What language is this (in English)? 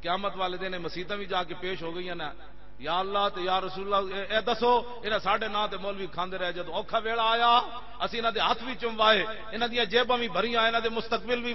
Western Panjabi